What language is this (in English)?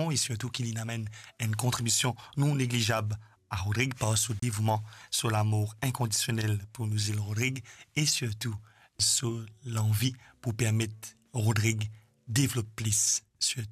Morisyen